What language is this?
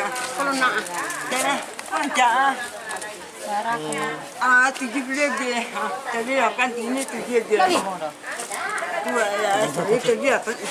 Minangkabau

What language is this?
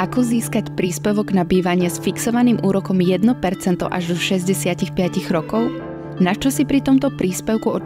Slovak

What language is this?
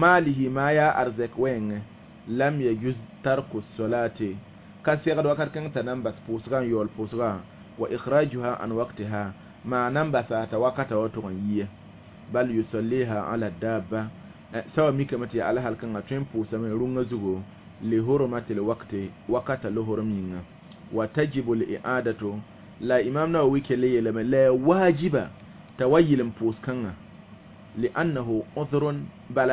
Mossi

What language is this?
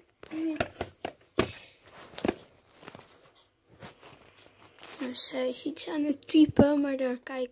Dutch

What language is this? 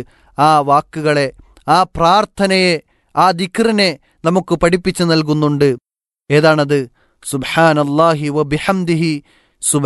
Malayalam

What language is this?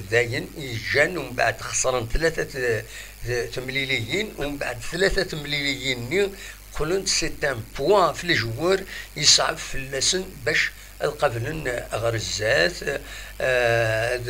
Kabyle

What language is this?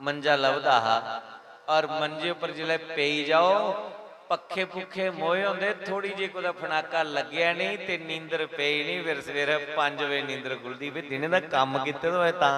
Dogri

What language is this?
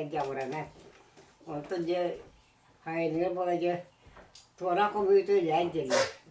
Yakut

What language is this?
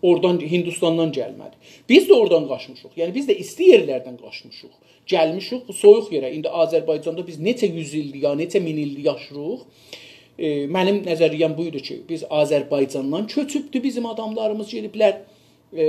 South Azerbaijani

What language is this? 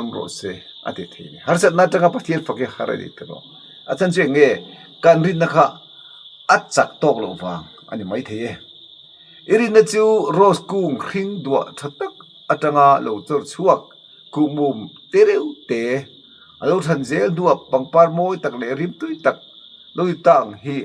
Mizo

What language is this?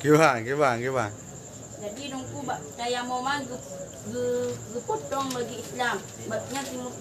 Achinese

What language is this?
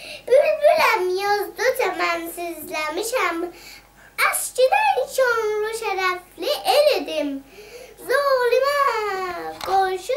South Azerbaijani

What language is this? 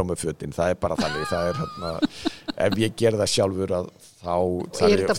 Icelandic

